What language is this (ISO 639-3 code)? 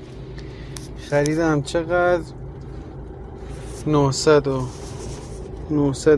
fas